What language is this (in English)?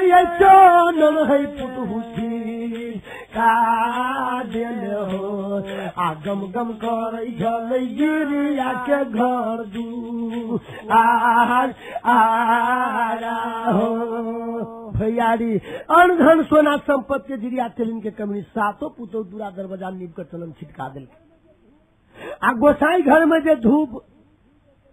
Bhojpuri